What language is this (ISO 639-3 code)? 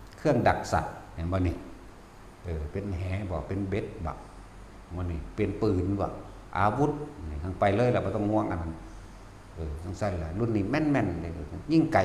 tts